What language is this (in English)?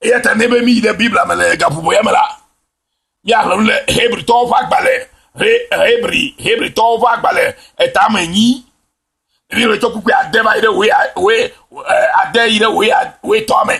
Ewe